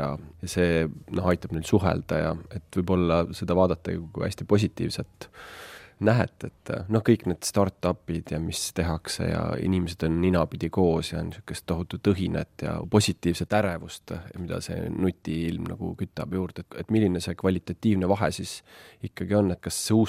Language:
Estonian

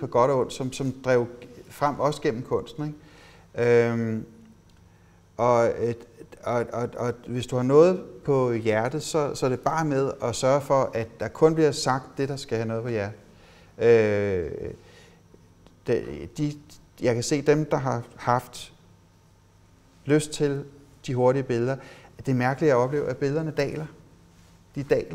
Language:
Danish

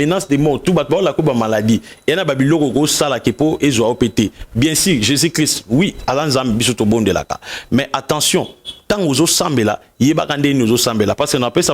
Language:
Lingala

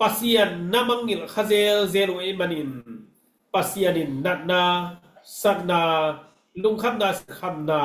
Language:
Tedim Chin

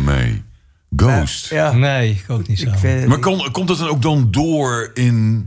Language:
Dutch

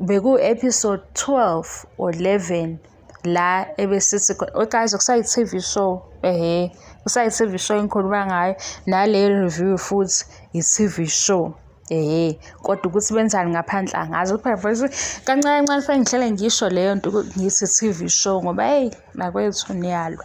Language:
Zulu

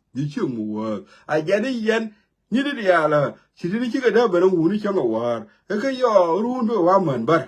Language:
Nuer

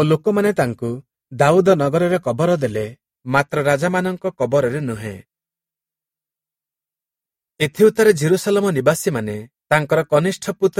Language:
Odia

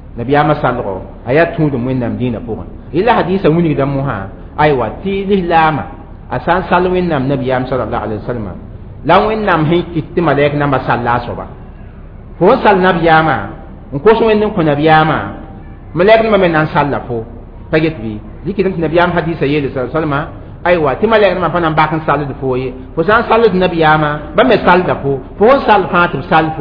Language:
Mossi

